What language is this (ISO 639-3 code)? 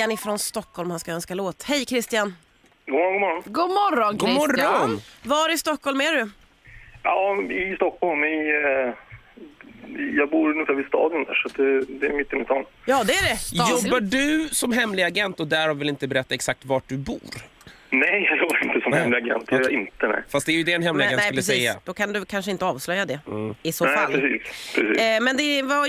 swe